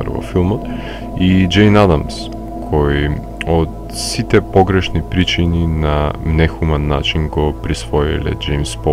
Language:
Macedonian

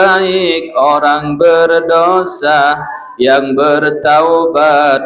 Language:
Sasak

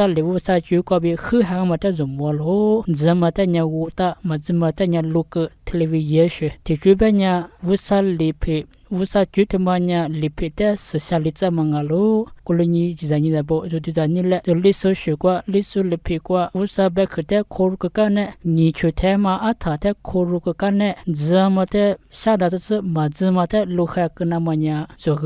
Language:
Lisu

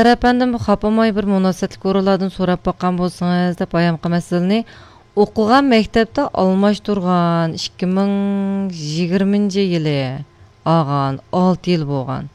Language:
Uyghur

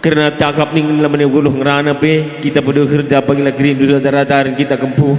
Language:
Batak Karo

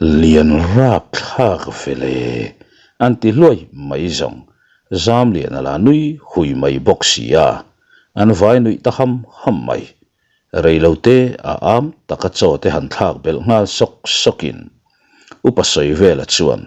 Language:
Mizo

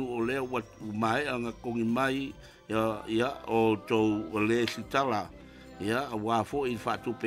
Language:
Samoan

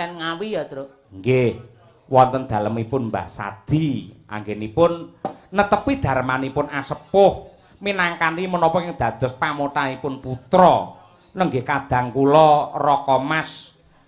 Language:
Javanese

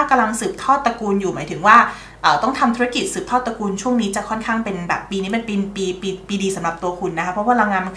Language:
Thai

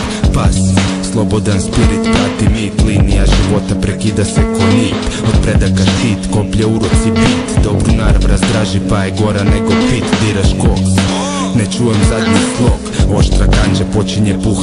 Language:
Serbian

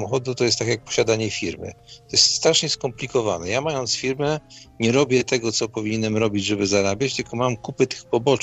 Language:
Polish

